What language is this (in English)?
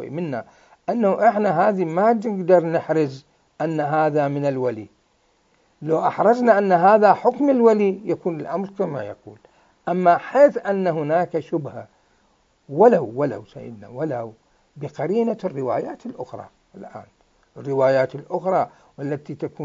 Mesopotamian Arabic